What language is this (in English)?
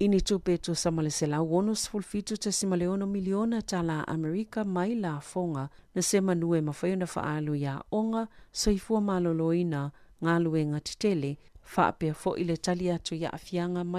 Samoan